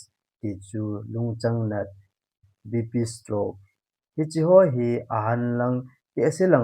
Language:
Thado Chin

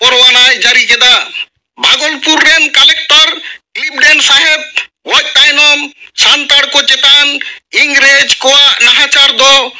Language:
Santali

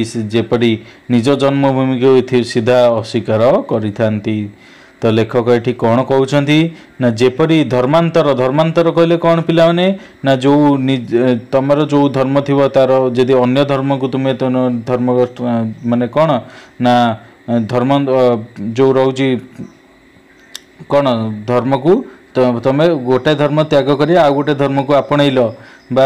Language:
Odia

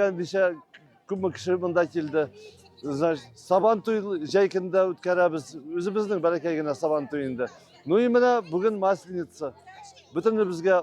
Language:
Tatar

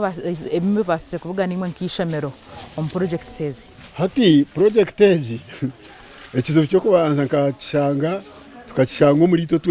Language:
Nyankole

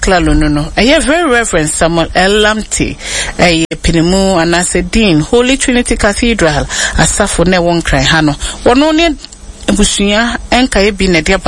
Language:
Akan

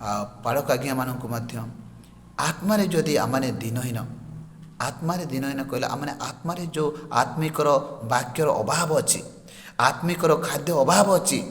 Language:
Odia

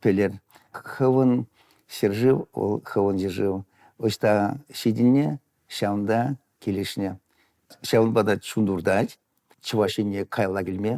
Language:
Chuvash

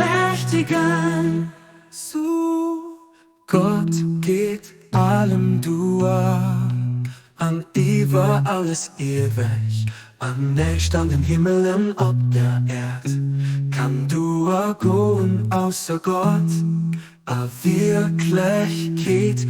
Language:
Luxembourgish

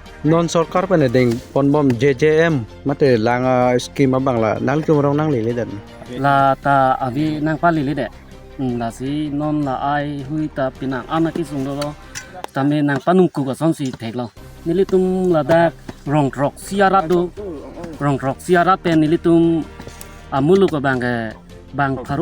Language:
Karbi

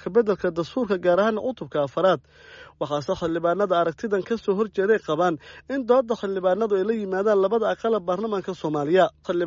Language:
Somali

